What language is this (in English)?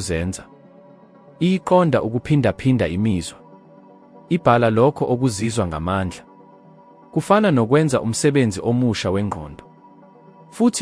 Zulu